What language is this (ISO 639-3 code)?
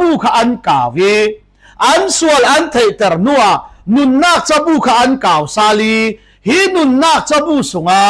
cfm